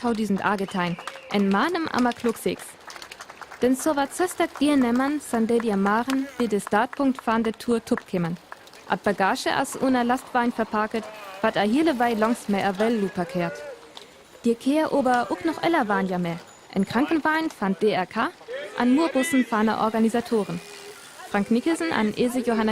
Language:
Northern Frisian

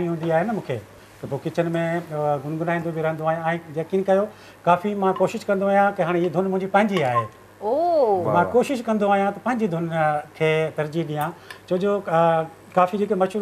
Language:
Sindhi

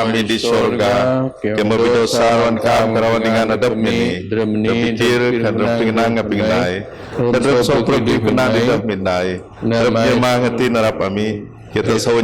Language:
Biatah Bidayuh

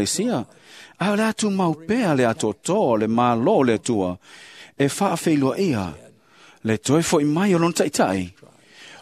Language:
Samoan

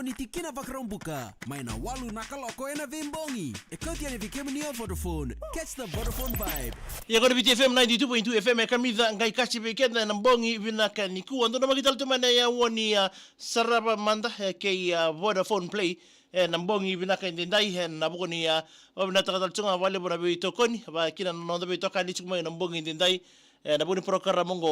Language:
Fijian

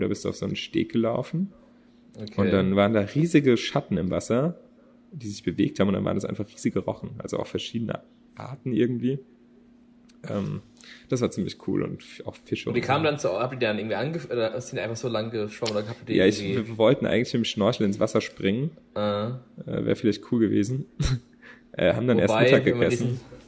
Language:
German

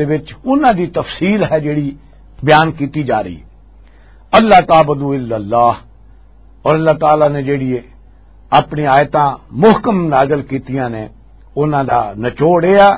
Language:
Western Panjabi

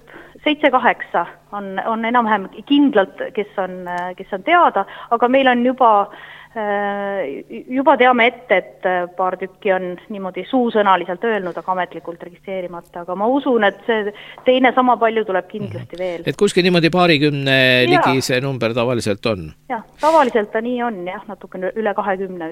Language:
Estonian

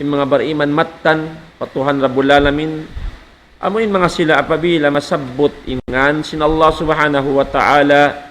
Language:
Tausug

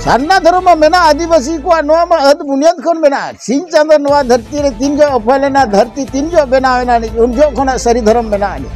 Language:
Santali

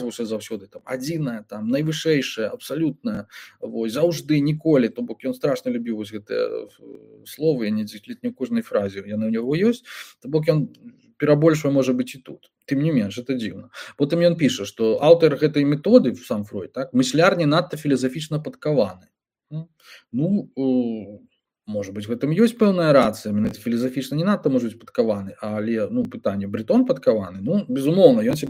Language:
Belarusian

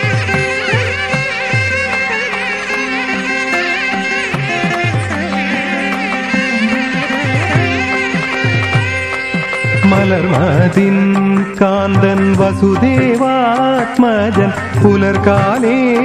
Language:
Malayalam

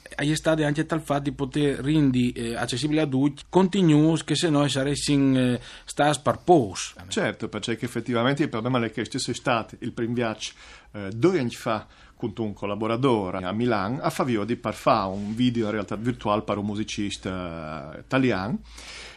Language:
Friulian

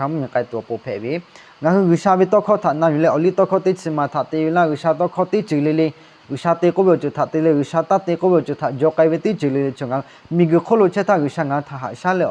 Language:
Lahu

